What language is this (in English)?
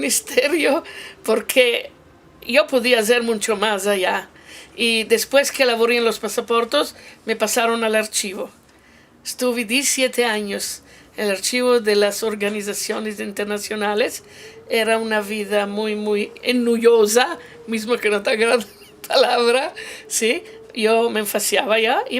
Ladino